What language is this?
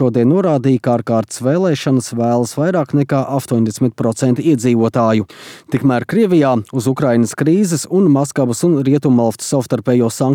Latvian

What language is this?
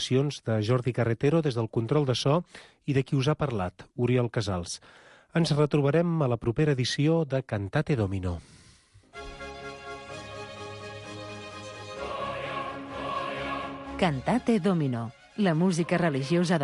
Catalan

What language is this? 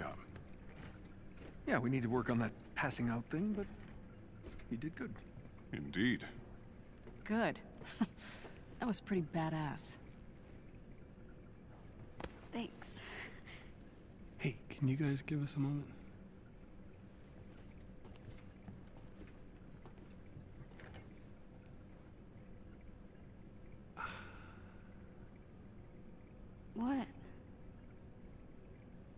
English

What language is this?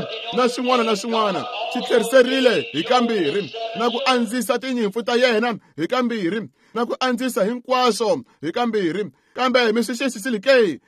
Tsonga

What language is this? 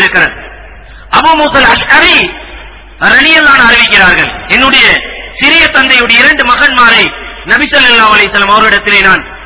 Tamil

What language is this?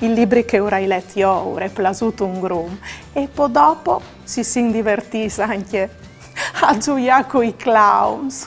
Friulian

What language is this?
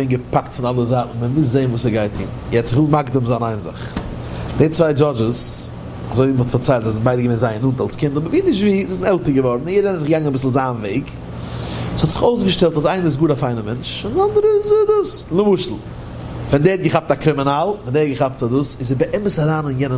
Yiddish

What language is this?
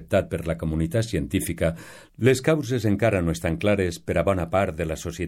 Catalan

